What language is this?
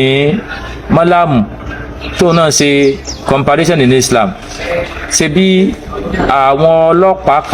Yoruba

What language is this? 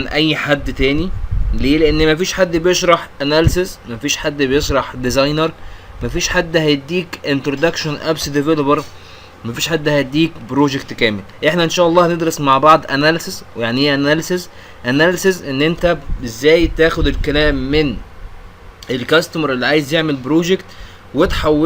Egyptian Arabic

